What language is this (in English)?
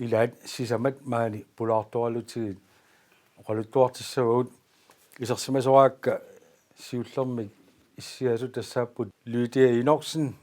Kalaallisut